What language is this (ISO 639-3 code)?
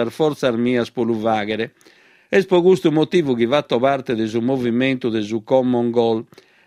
srd